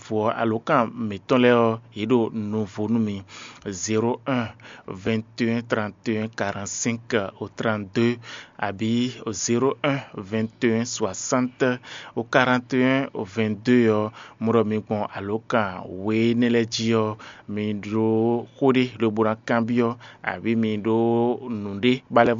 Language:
Fon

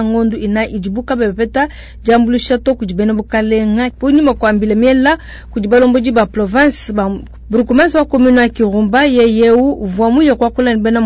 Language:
Luba-Lulua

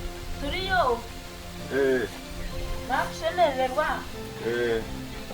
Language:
Nyankole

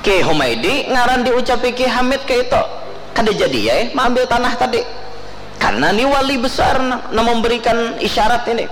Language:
Banjar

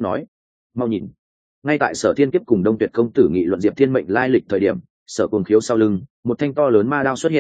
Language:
Vietnamese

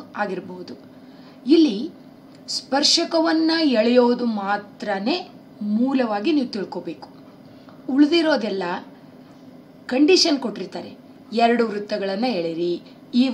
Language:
Kannada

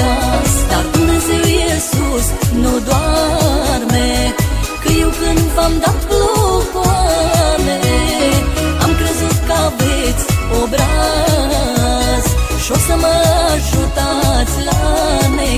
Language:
Romanian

